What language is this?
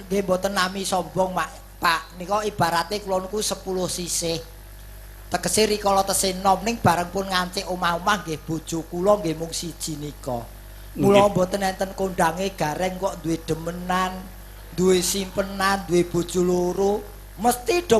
Javanese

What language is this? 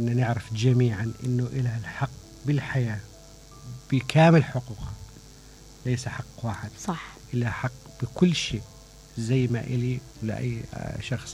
Mesopotamian Arabic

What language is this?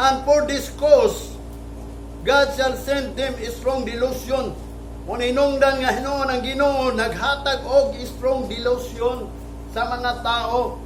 Cebuano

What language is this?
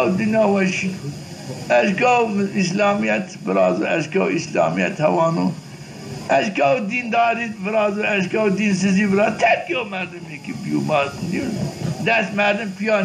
Zaza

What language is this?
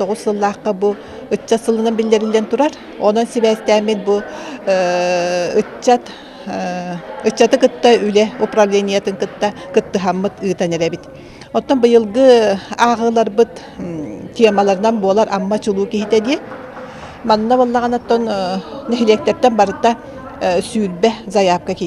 Yakut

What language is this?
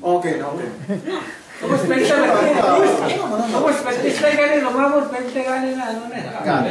Yakan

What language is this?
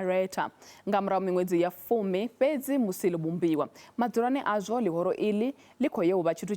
Venda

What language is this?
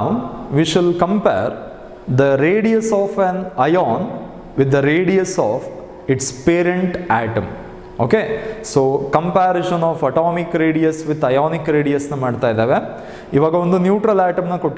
Kannada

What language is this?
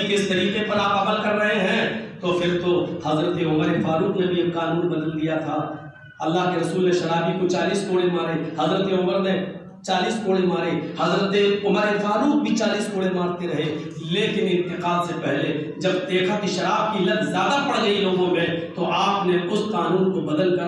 Urdu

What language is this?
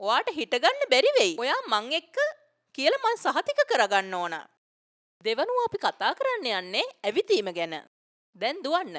Sinhala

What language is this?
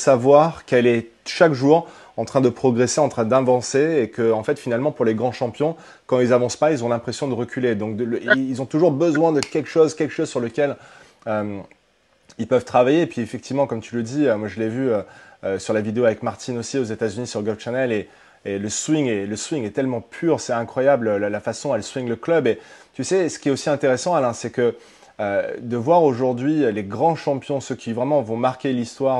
French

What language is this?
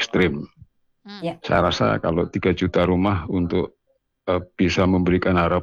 Indonesian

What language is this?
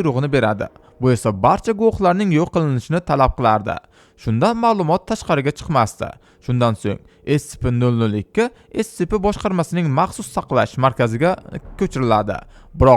Uzbek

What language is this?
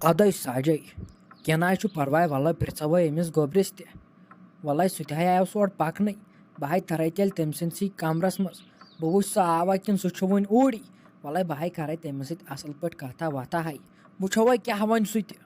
Kashmiri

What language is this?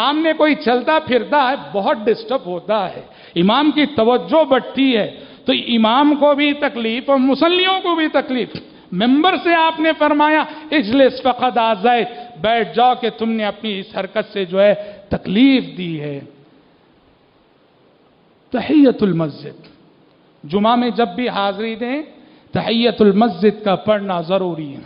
Urdu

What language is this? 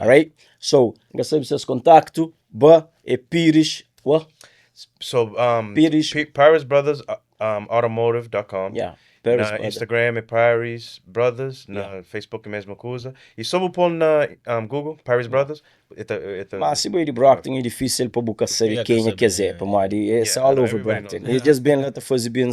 Kabuverdianu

